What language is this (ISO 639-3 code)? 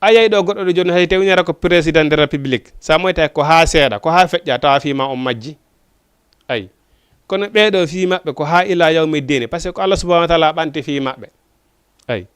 ful